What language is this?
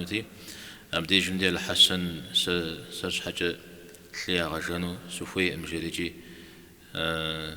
Kabardian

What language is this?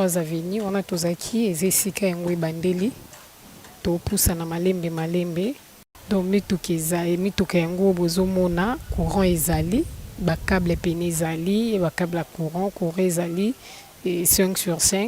Lingala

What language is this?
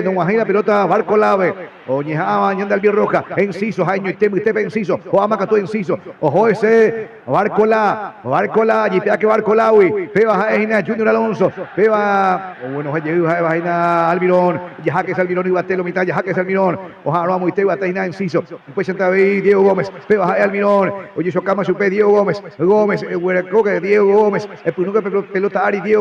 Guarani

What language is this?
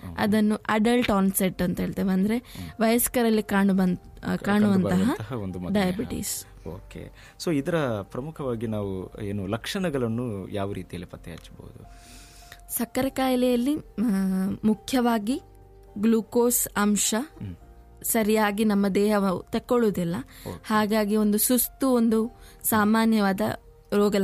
Kannada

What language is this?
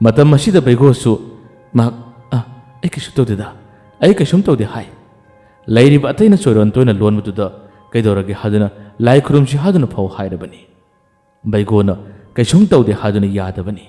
Manipuri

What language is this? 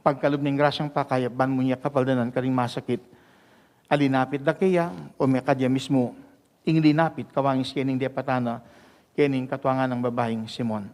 Pampanga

